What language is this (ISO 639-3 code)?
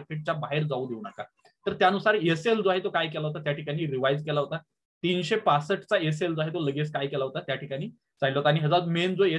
mar